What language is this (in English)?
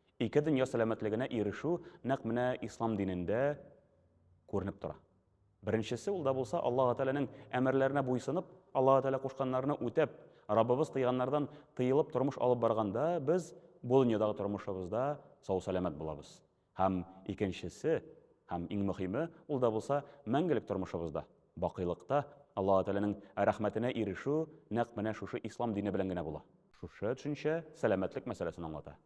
Tatar